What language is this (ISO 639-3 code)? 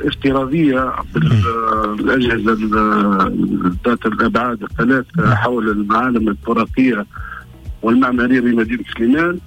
aeb